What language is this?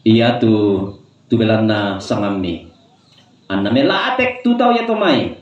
Toraja-Sa'dan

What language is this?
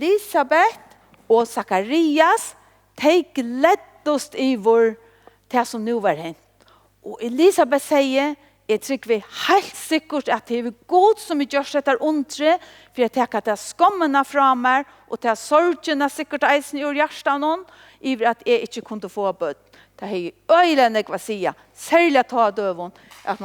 Faroese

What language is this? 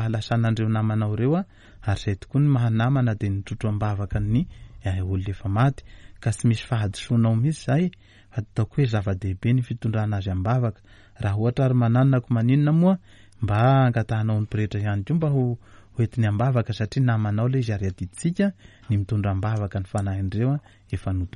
Malagasy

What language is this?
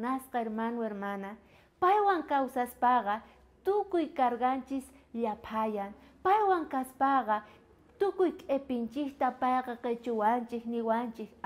South Bolivian Quechua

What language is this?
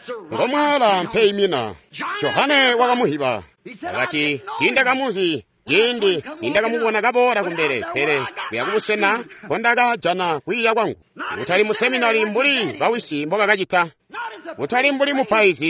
Tonga (Zambia)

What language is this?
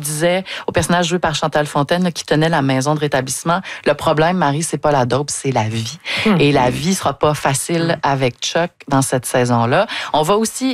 French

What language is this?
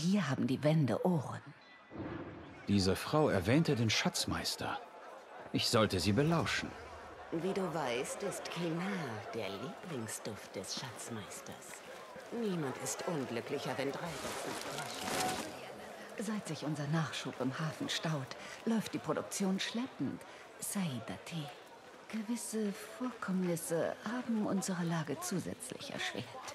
German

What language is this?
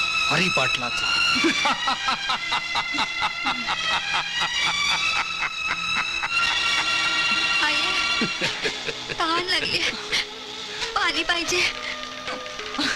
Marathi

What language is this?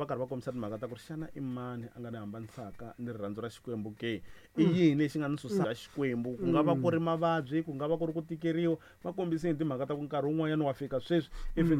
Tsonga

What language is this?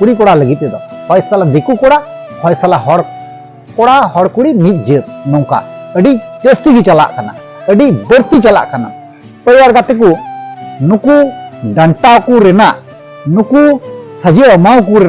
Santali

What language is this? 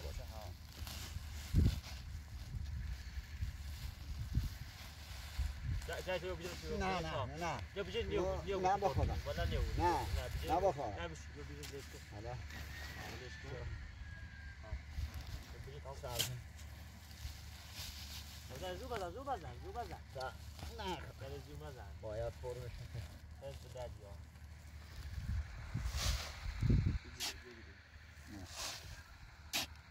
Persian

